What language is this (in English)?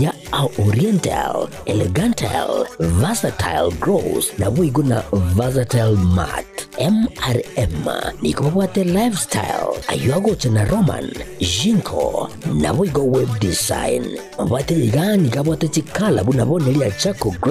Gusii